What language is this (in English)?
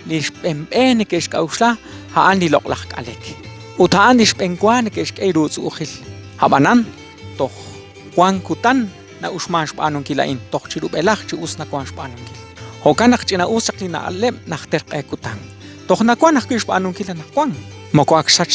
Kekchí